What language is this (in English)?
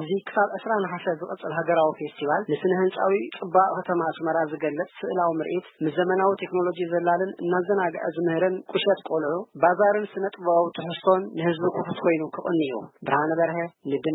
Tigrinya